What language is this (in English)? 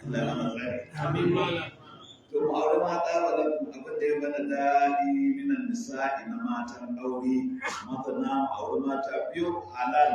Hausa